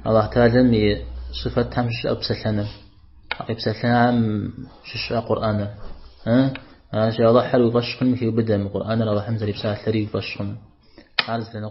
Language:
Kabardian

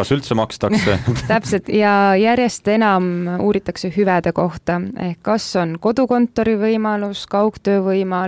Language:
Estonian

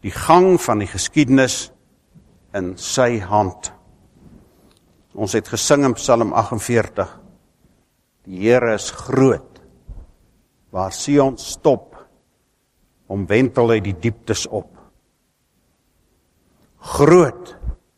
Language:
Afrikaans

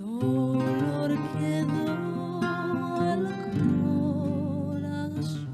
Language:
Ladino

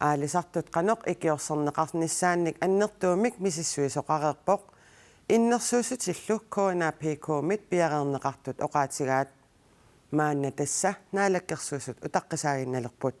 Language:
Kalaallisut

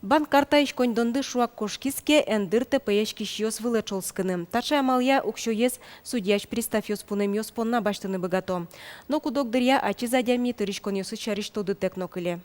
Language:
Udmurt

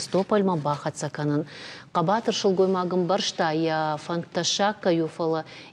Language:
Ossetic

